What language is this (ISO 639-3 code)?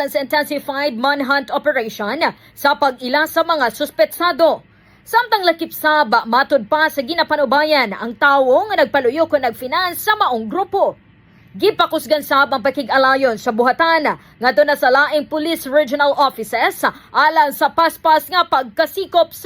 ceb